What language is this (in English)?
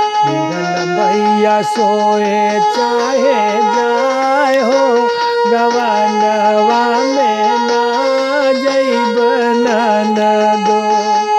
Bhojpuri